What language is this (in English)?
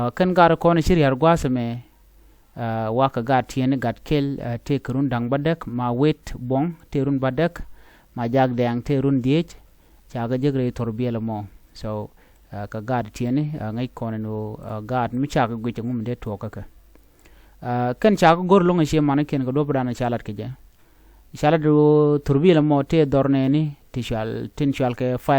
Nuer